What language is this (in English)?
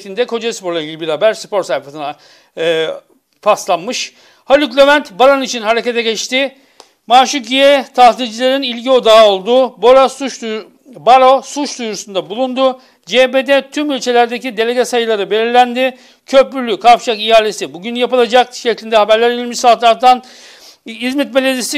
Turkish